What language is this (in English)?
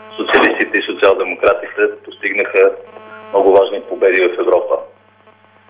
Bulgarian